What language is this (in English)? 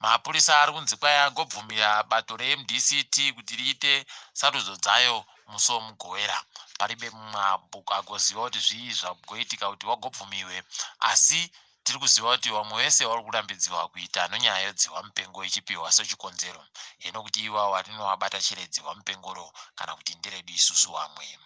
Ndau